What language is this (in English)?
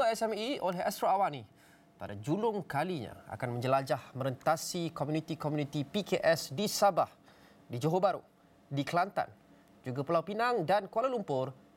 Malay